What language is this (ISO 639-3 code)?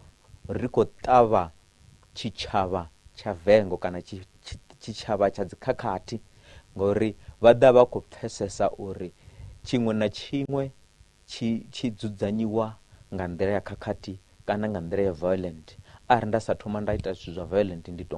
ven